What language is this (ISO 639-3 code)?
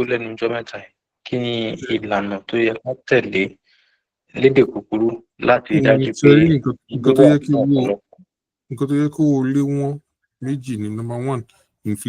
yor